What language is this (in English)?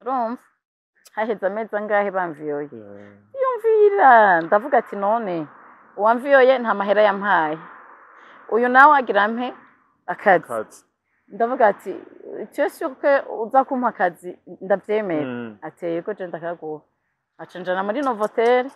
Rundi